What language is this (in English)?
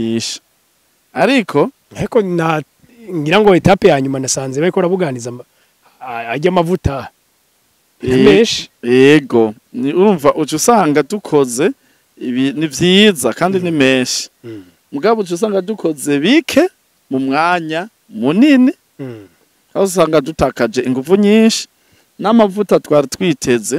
Rundi